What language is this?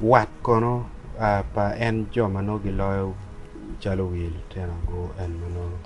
Acoli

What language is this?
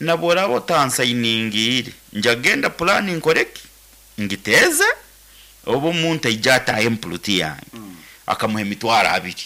Nyankole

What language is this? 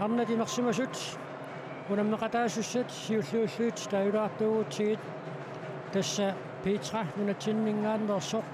Kalaallisut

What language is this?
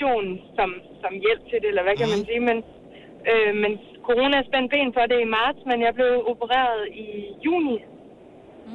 Danish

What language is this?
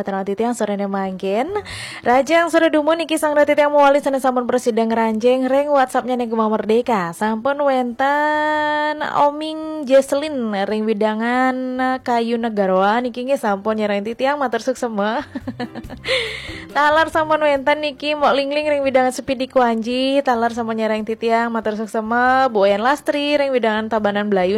Balinese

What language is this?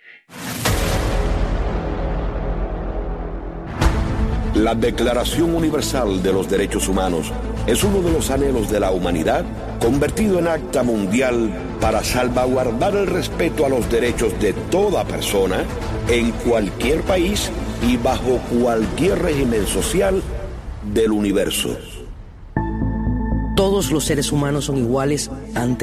Spanish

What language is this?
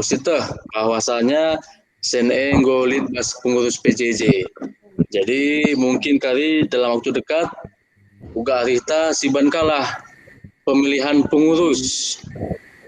Batak Karo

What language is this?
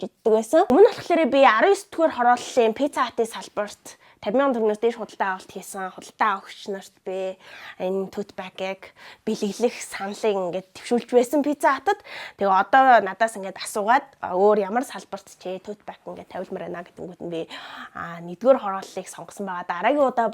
Mongolian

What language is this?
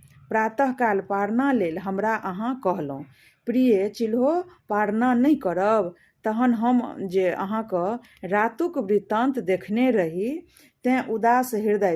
Maithili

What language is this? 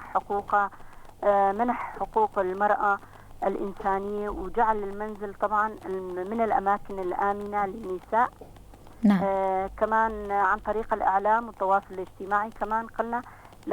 North Levantine Arabic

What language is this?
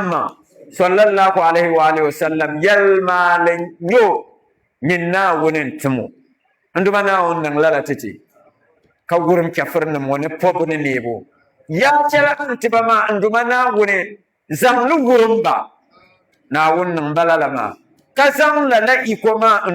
Dagbani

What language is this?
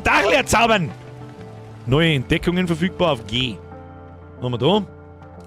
Bavarian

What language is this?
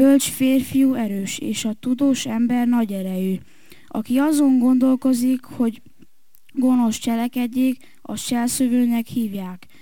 Hungarian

